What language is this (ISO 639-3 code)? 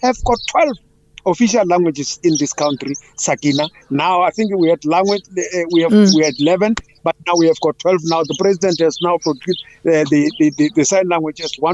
eng